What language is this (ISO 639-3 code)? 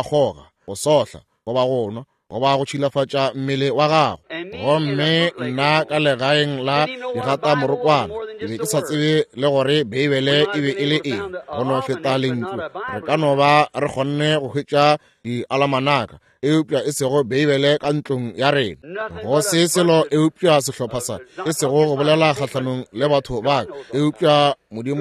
nso